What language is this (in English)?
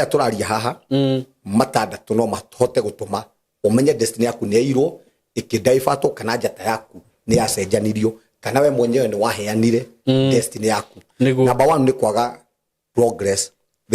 Kikuyu